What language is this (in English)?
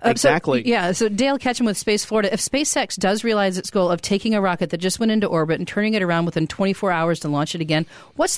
English